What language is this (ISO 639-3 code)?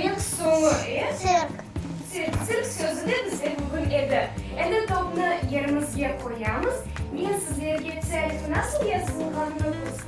crh